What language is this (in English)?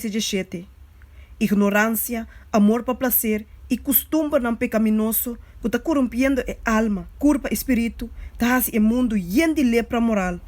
Papiamento